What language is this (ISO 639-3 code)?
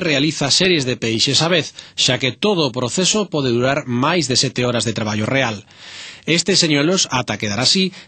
glg